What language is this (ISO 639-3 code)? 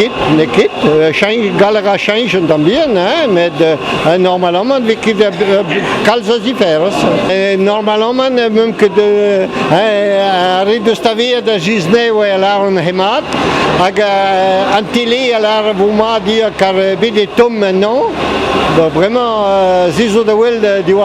bre